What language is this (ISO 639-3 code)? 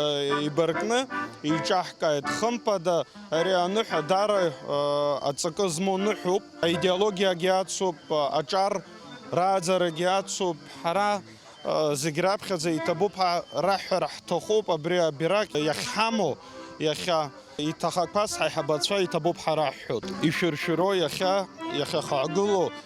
abk